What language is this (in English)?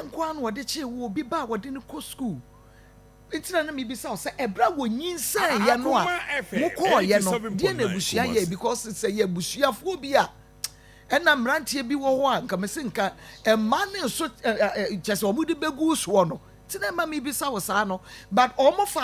Akan